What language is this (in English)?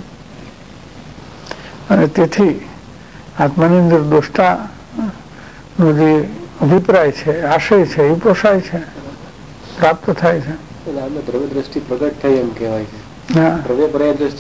Gujarati